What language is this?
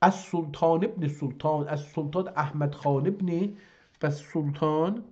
South Azerbaijani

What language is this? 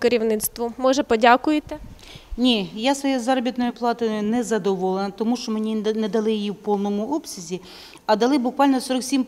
Ukrainian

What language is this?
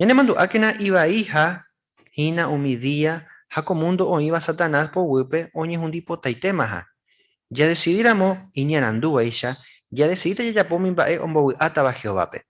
Guarani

